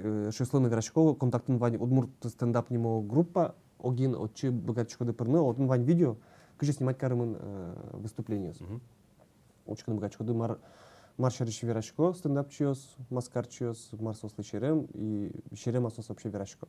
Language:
Udmurt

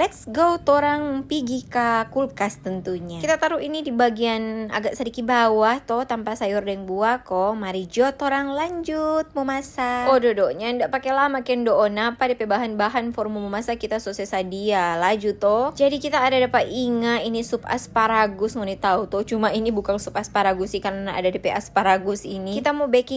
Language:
Manado Malay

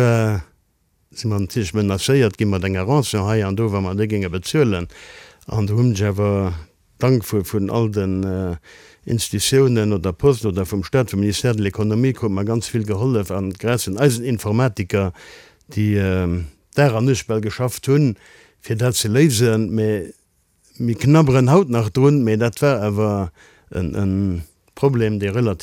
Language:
Luxembourgish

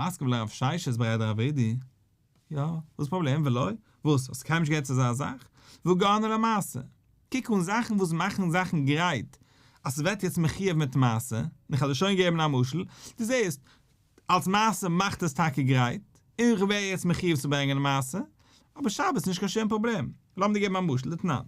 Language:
Yiddish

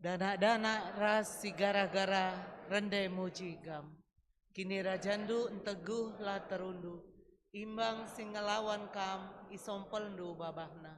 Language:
Batak Karo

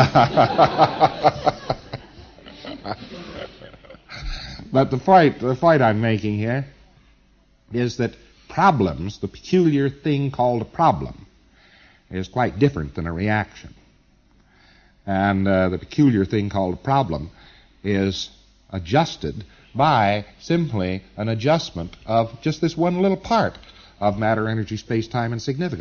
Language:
English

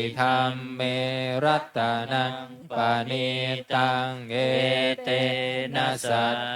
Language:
Pali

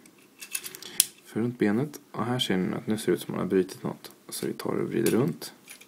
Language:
Swedish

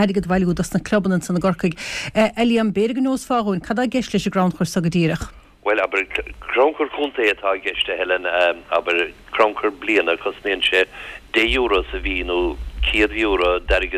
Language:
Irish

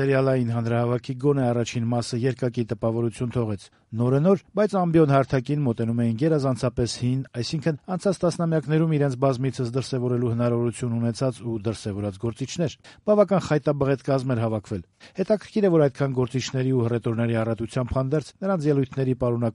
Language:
Armenian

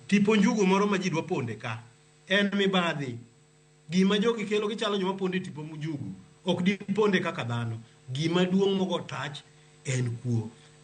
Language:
Luo (Kenya and Tanzania)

